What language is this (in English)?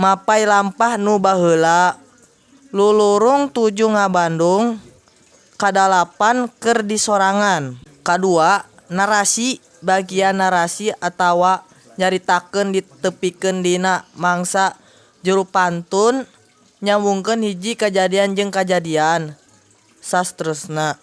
Sundanese